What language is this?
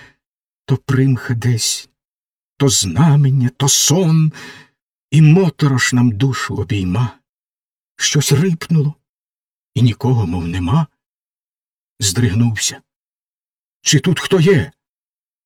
Ukrainian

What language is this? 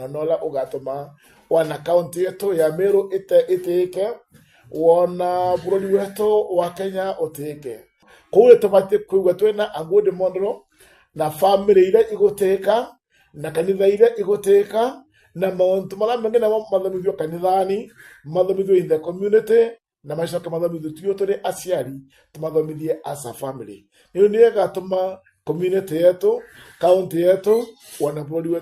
Meru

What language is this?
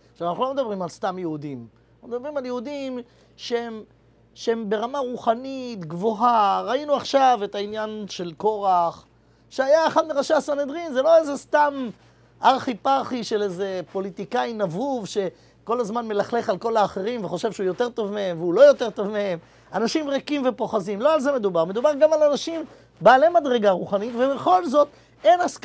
Hebrew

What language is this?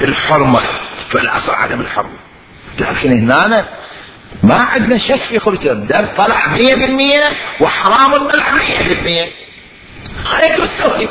Mesopotamian Arabic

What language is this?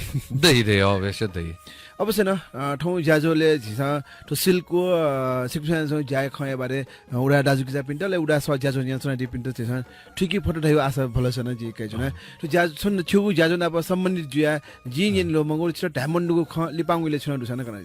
Newari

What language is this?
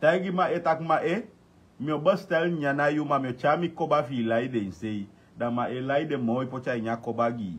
Sranan Tongo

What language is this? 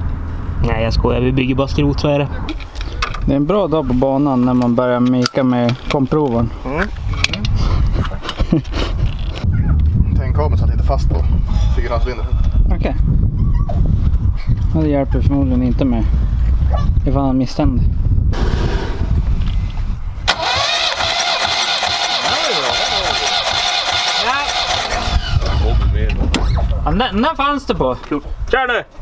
Swedish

